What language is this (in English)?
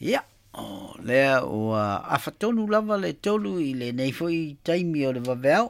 Samoan